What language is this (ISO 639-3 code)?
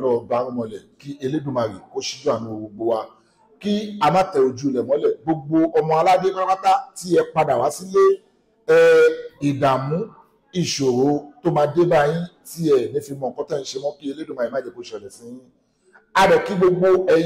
yor